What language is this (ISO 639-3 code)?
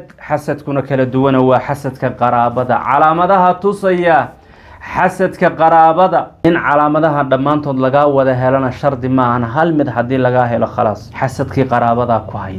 som